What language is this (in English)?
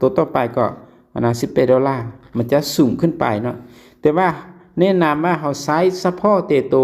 Lao